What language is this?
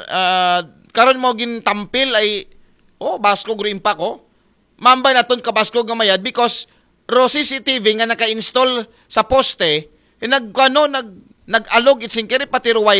Aklanon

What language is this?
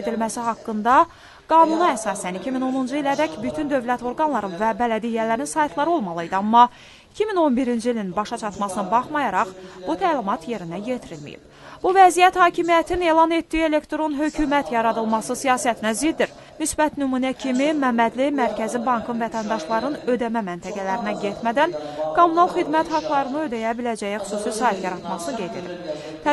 Azerbaijani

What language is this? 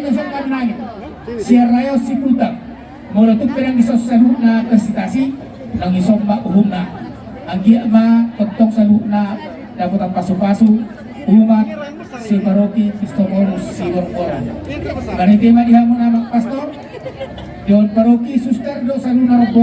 Batak Toba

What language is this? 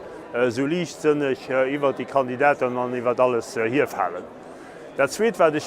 Luxembourgish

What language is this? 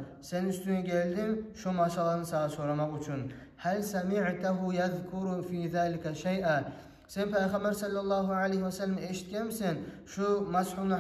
Kumyk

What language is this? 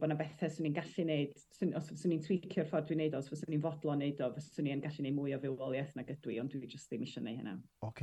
Welsh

